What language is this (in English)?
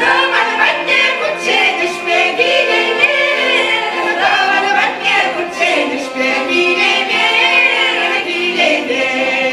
Chuvash